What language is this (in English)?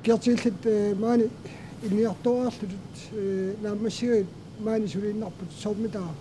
Kalaallisut